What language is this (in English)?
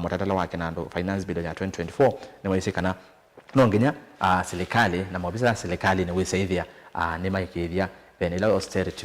Kamba